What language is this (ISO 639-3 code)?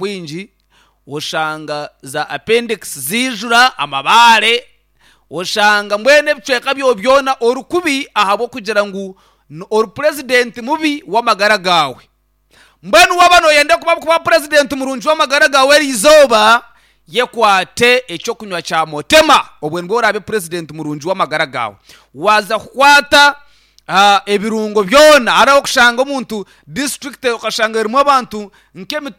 nyn